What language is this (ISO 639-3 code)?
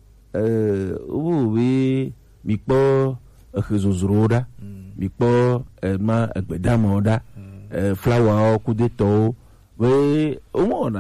gej